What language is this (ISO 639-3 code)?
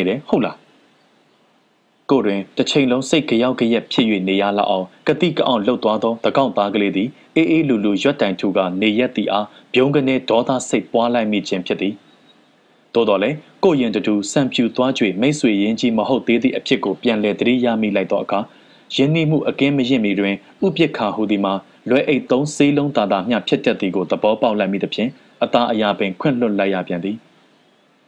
mya